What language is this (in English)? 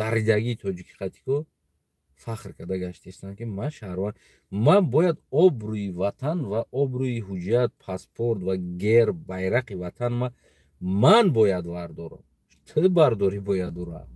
Tajik